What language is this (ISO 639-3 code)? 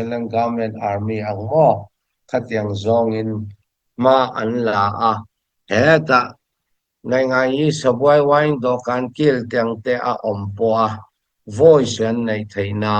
lus